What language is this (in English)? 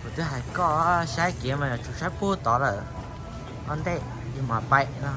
Hmong